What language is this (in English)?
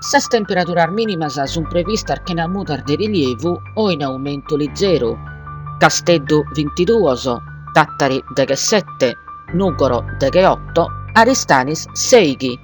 Sardinian